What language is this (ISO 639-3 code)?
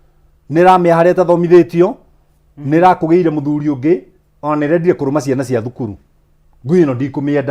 kik